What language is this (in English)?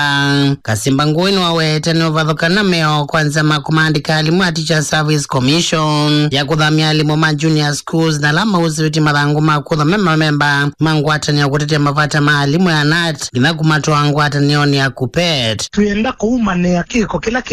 Kamba